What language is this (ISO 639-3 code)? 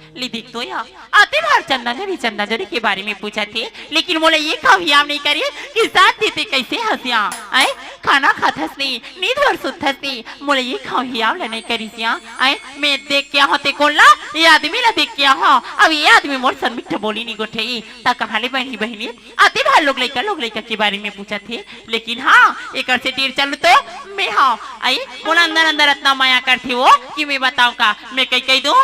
hne